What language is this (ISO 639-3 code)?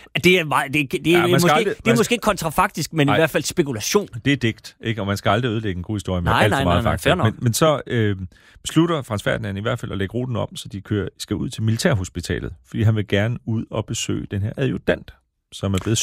dan